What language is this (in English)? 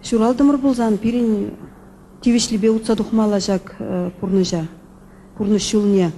Chuvash